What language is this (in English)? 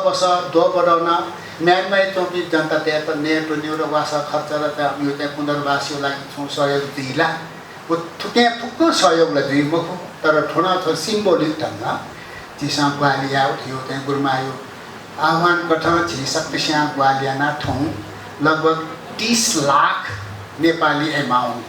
Newari